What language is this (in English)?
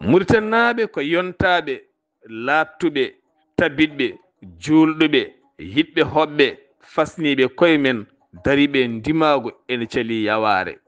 Fula